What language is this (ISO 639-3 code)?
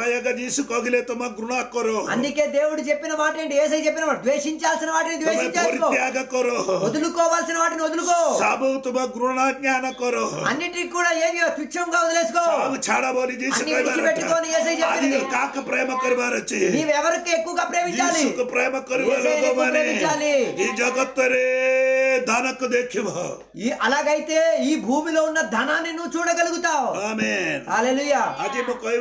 tel